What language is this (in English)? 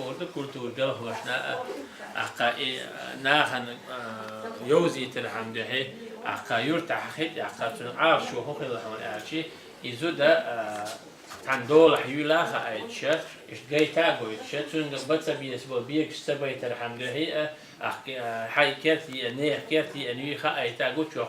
Chechen